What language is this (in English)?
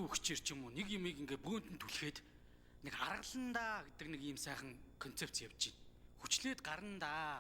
Mongolian